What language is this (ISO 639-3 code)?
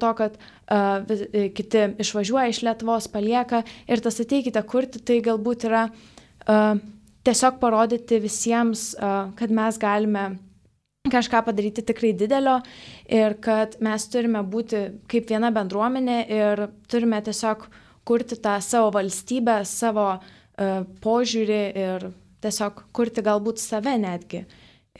lit